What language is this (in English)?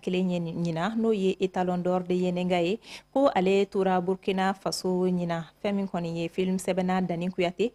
Bambara